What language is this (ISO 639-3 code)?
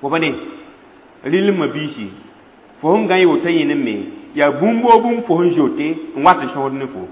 mos